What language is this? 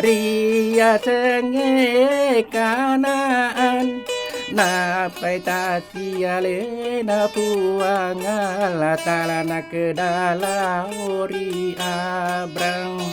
Buginese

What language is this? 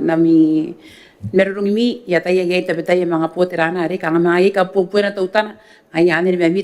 Gilbertese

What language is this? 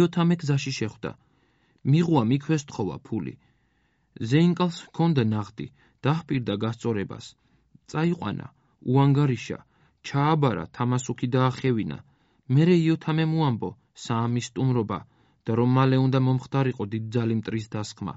Georgian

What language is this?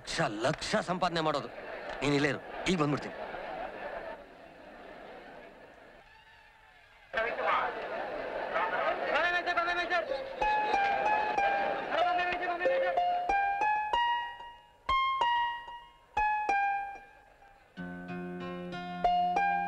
Kannada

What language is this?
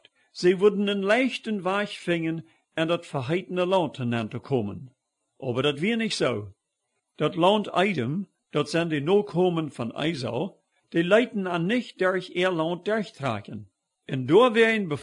Plautdietsch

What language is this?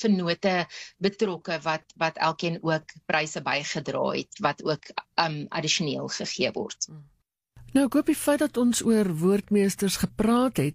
Afrikaans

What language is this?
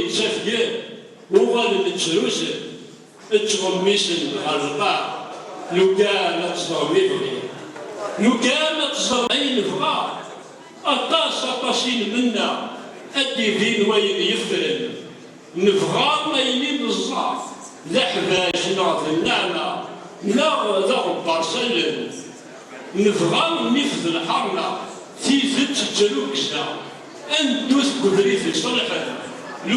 Kabyle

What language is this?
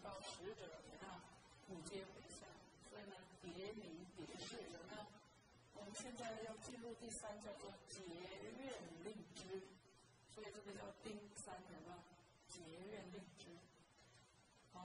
Chinese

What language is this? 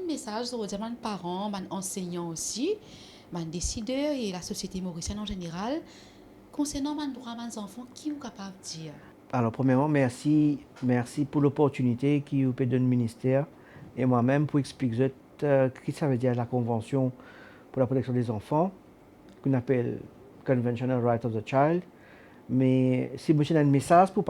Morisyen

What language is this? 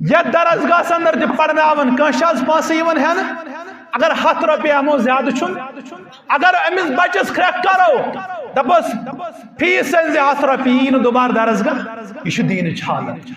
Kashmiri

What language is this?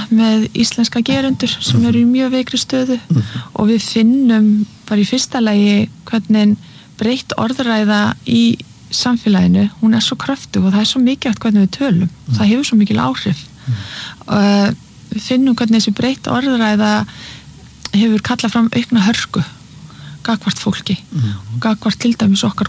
Icelandic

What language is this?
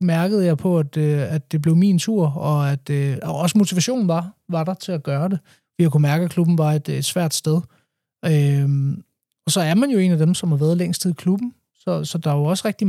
Danish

